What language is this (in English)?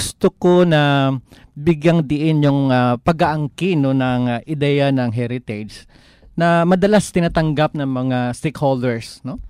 Filipino